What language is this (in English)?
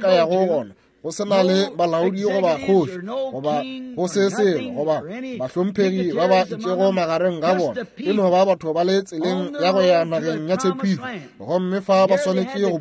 Northern Sotho